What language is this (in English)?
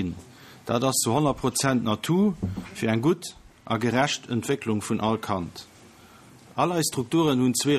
Luxembourgish